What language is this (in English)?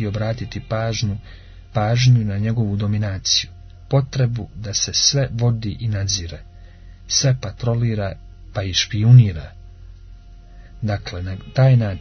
Croatian